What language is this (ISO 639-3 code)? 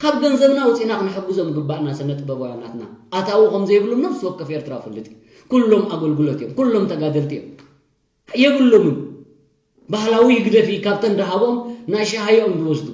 tir